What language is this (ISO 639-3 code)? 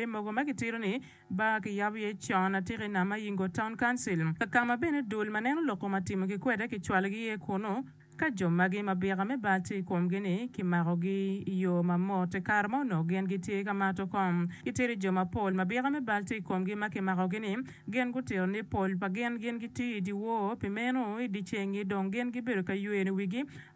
ach